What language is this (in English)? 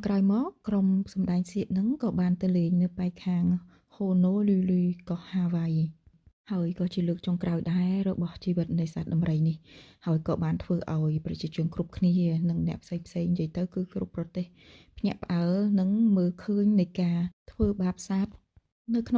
Khmer